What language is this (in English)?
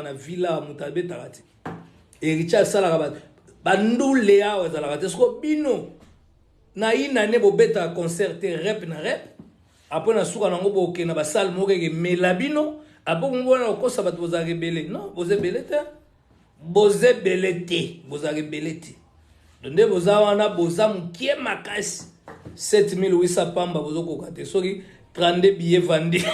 Lingala